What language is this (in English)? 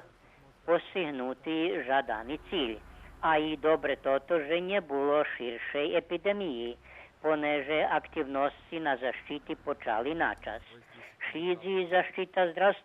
Rusyn